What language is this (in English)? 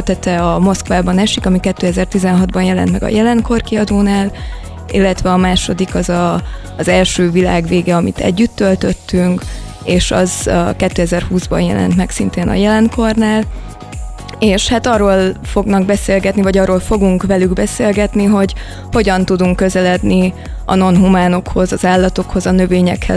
Hungarian